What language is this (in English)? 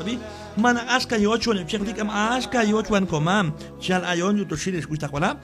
Q'anjob'al